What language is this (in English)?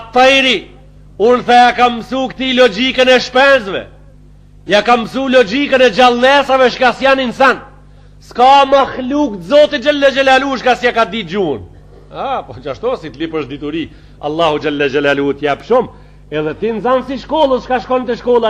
Albanian